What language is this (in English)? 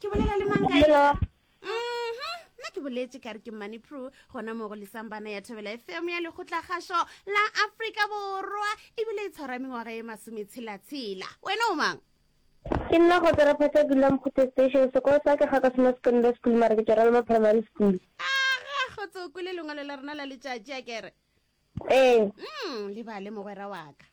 Northern Sotho